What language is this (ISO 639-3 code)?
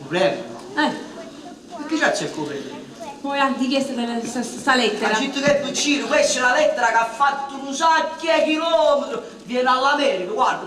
nap